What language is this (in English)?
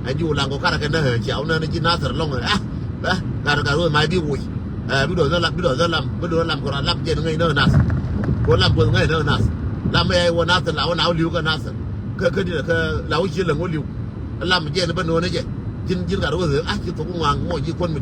Nuer